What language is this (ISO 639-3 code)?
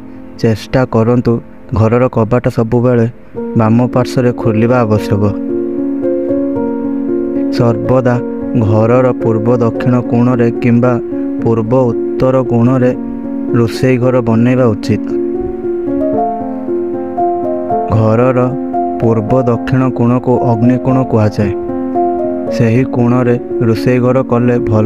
ori